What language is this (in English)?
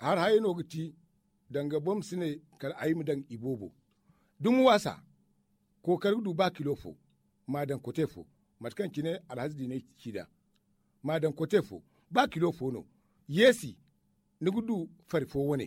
Zarma